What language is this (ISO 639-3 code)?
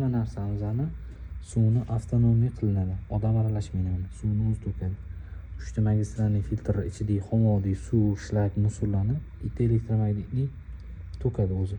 uzb